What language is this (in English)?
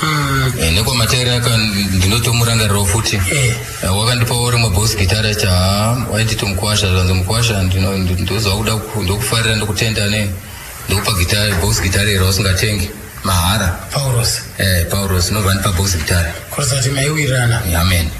Shona